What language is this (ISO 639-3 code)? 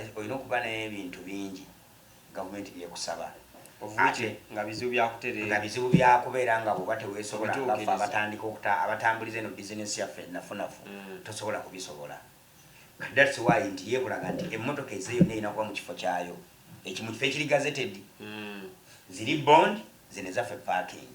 lug